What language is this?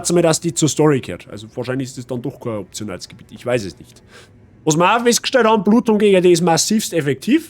Bavarian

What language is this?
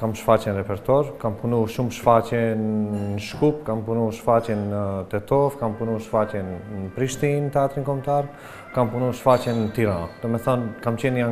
Albanian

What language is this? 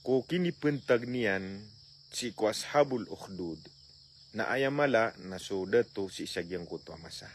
Maranao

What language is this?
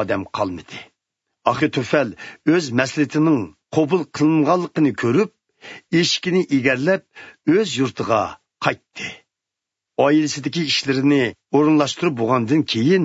Uyghur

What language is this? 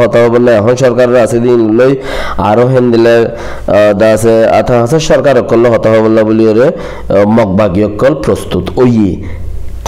Rohingya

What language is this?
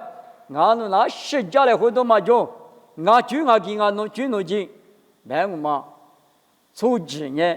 Lisu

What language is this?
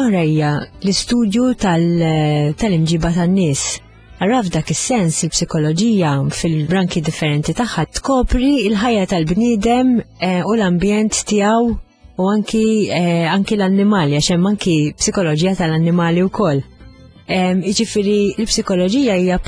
Maltese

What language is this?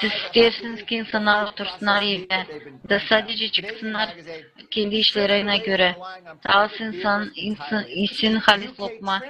Gagauz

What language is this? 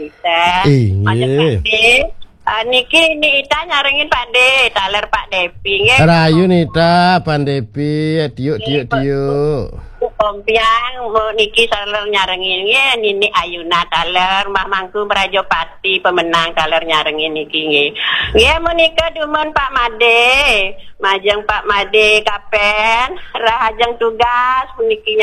Balinese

